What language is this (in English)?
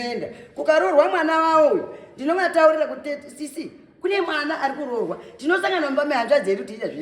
Shona